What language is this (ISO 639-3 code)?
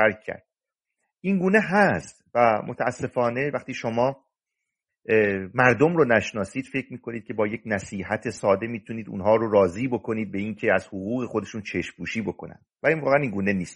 fas